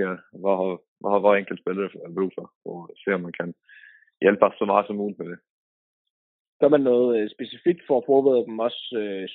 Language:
Danish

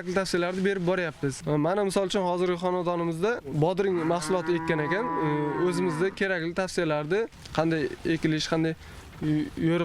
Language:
Uzbek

